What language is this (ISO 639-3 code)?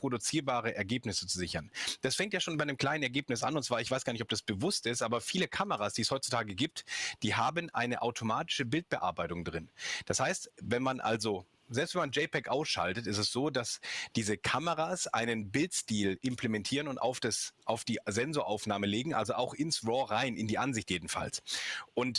deu